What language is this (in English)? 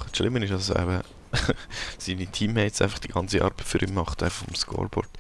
Swiss German